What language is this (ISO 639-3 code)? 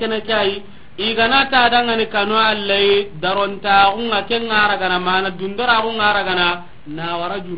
snk